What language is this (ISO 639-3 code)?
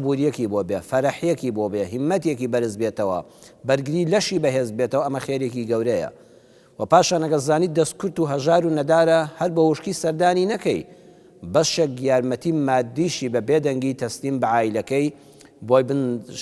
ckb